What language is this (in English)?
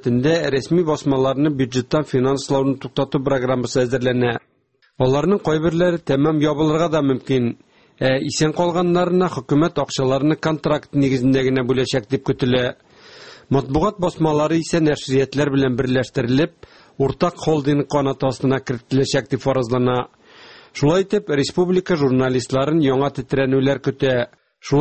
Tatar